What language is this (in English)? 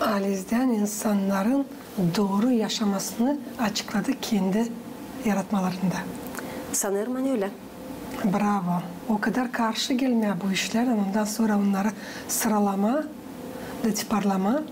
Gagauz